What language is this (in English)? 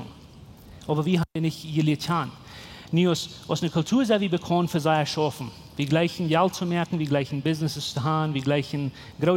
Plautdietsch